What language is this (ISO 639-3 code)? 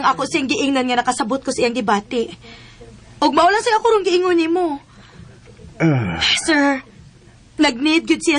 ceb